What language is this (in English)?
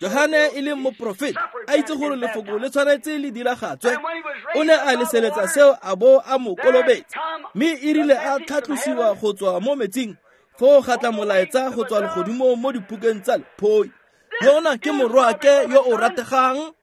Tswana